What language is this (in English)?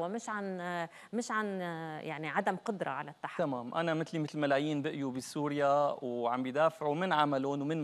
North Levantine Arabic